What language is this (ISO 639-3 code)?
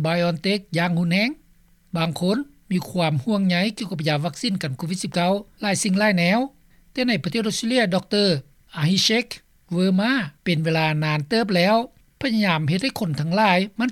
lao